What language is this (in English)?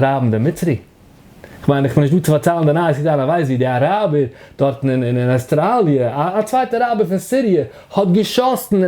Yiddish